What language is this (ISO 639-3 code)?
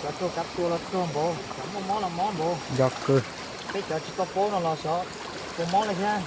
hmn